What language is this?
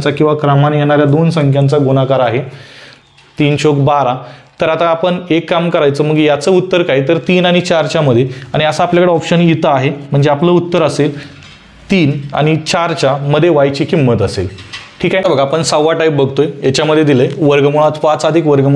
Marathi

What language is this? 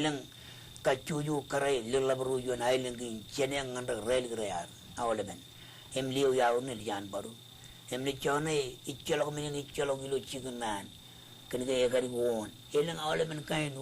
Marshallese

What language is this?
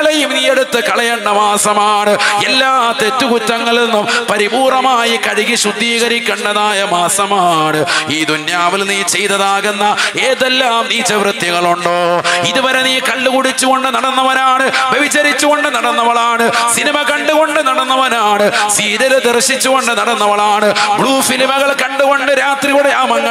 Malayalam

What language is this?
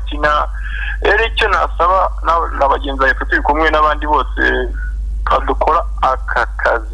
Kinyarwanda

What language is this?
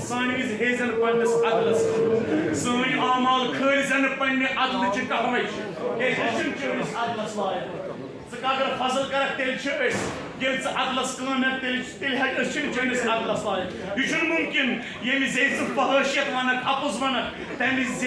Kashmiri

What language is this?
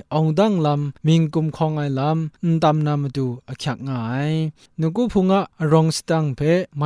Kachin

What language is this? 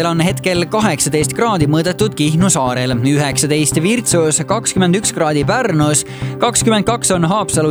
Estonian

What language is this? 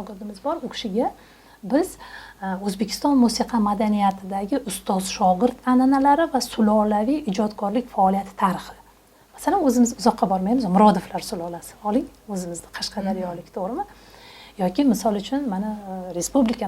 Uzbek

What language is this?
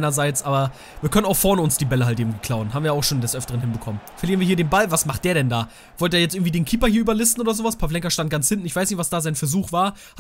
German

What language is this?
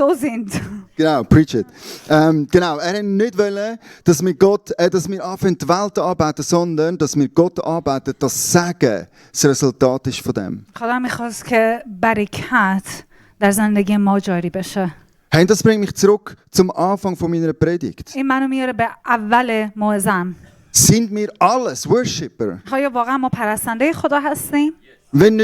Swiss German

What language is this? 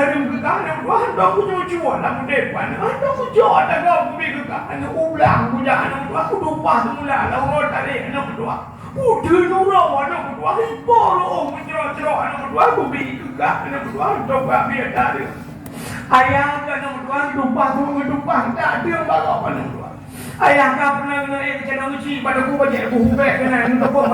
Achinese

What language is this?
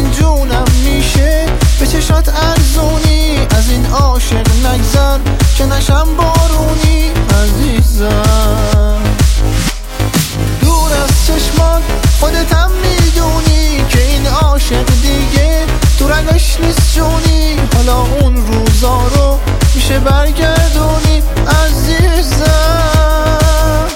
Persian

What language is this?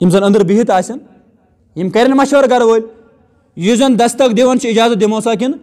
Kashmiri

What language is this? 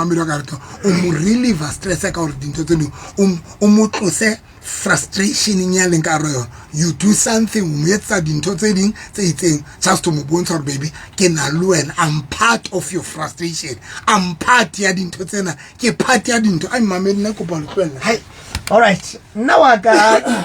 Southern Sotho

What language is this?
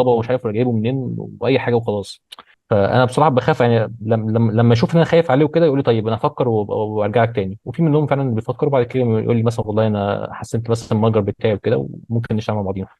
Egyptian Arabic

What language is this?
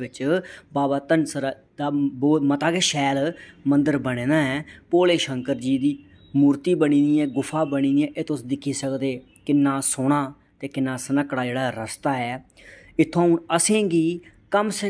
Dogri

